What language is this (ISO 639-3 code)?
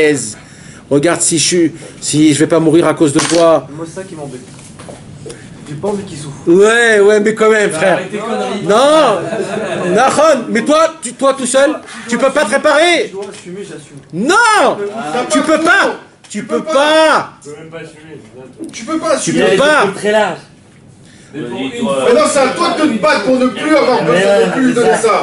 fra